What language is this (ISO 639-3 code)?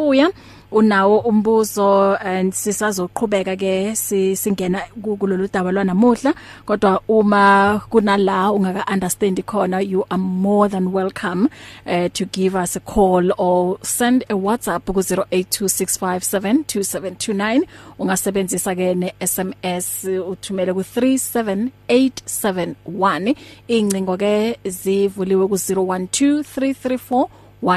eng